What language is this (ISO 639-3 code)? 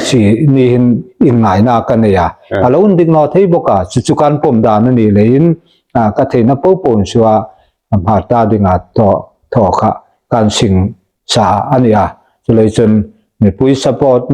hmr